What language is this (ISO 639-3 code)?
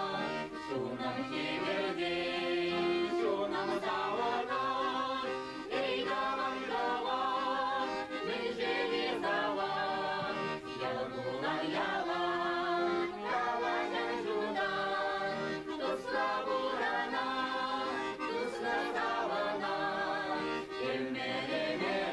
chv